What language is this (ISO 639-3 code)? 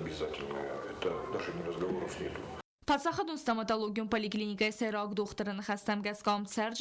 oss